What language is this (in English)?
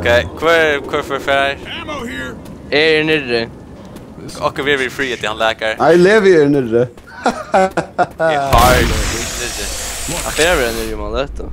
Faroese